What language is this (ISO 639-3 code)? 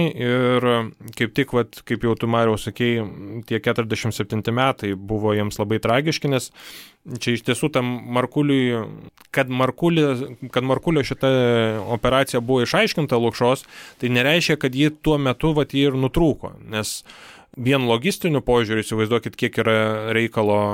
lit